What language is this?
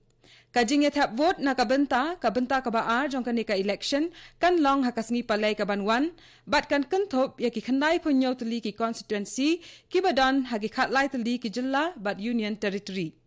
Khasi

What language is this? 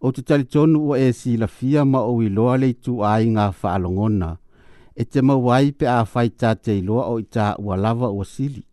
Samoan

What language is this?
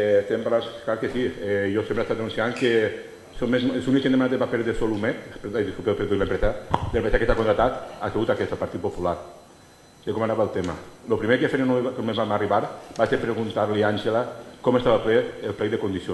Catalan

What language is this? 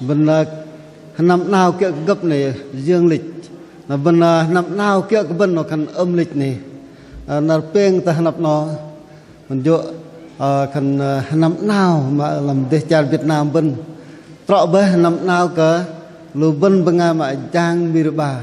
Bahnar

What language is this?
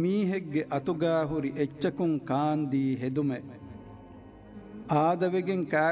Divehi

